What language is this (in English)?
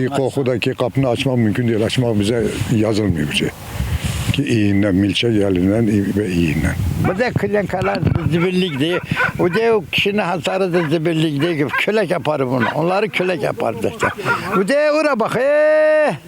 Azerbaijani